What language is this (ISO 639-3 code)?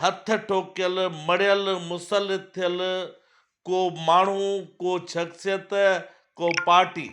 snd